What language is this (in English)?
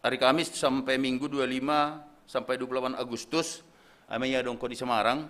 Batak Simalungun